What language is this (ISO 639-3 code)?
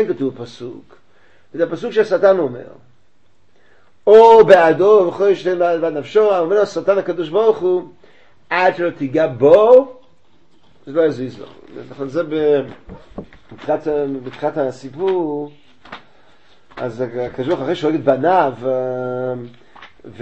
heb